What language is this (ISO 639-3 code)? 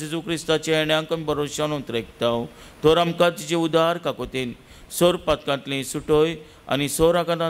kok